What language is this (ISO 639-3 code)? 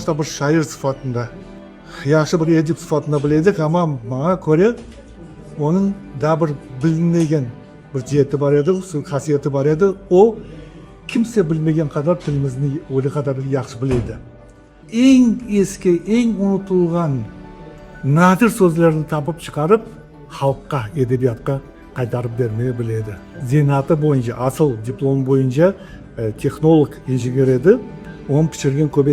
crh